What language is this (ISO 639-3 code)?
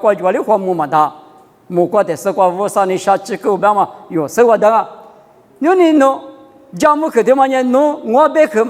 lis